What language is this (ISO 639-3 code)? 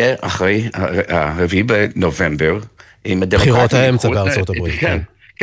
heb